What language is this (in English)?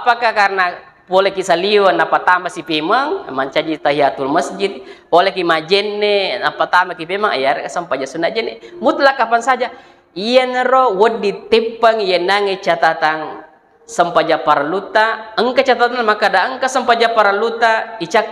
Buginese